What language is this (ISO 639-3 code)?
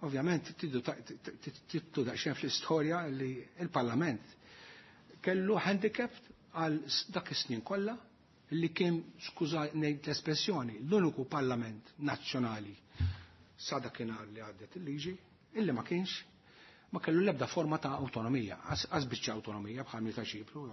mlt